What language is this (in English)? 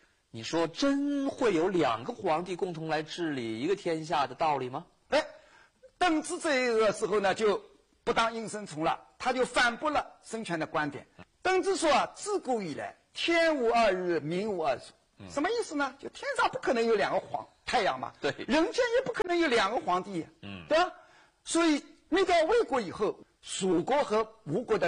Chinese